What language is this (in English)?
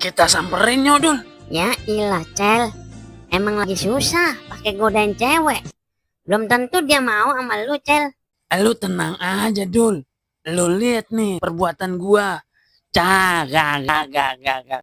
Betawi